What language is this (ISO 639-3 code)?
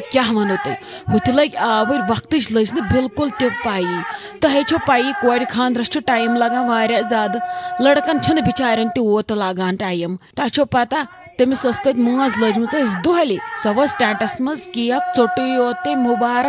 kas